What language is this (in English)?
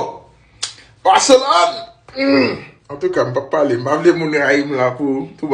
Haitian Creole